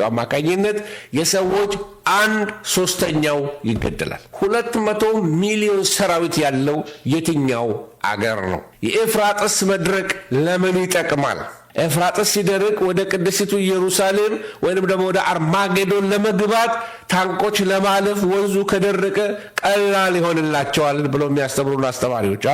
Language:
Amharic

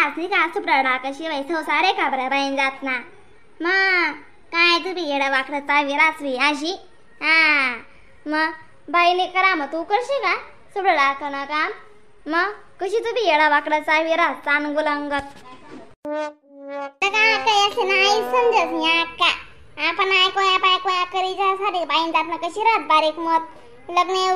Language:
Khandesi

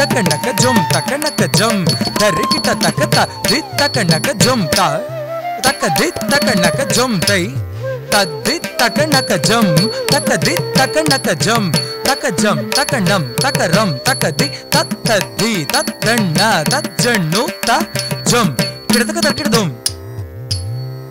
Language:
Malayalam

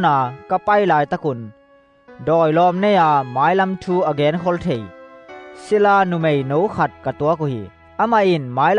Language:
Tedim Chin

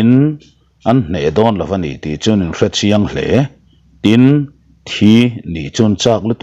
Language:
Mizo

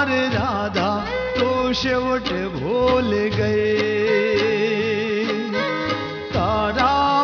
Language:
Gujarati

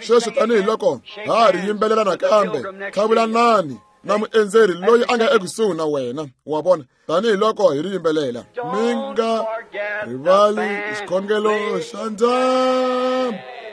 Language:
Tsonga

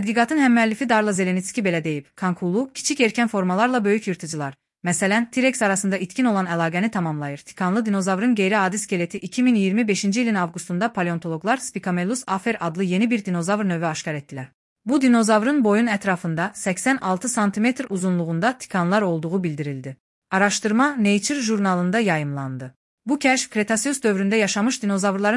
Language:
Azerbaijani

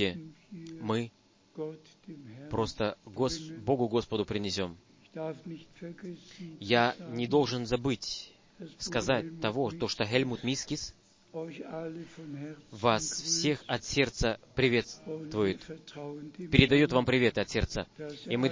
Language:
Russian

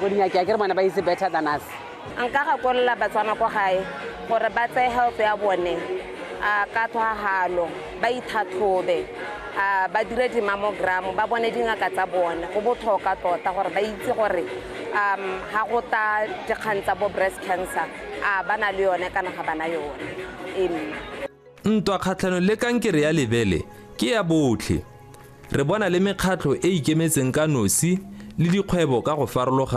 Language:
Tswana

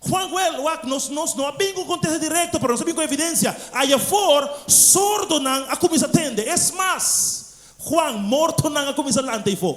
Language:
Papiamento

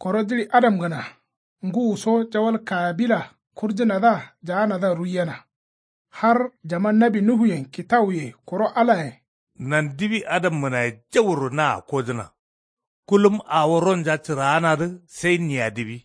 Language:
Kanuri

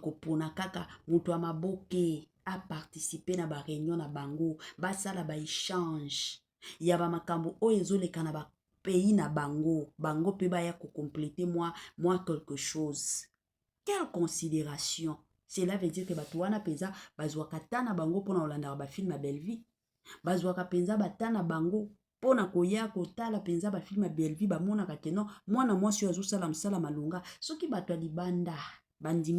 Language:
Lingala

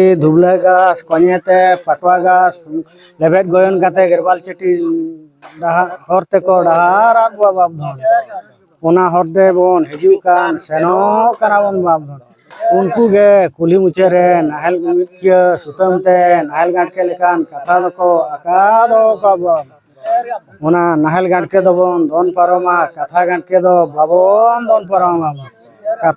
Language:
Santali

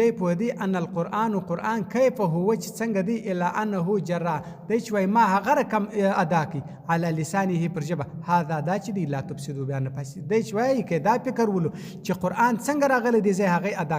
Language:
Pashto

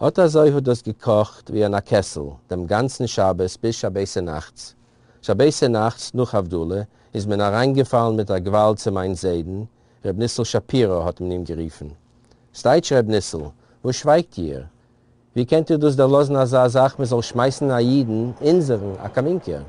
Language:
Yiddish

